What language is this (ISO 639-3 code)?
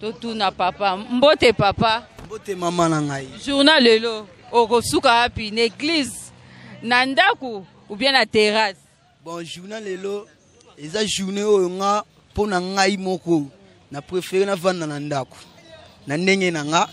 lin